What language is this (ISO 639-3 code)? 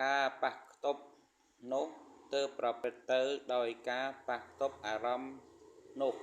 khm